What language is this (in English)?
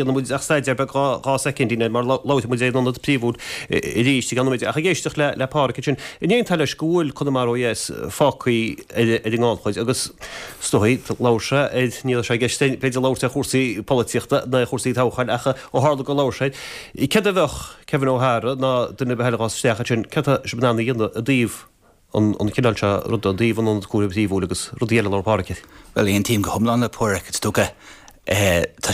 Irish